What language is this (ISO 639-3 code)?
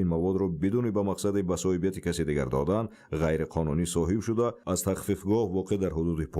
tgk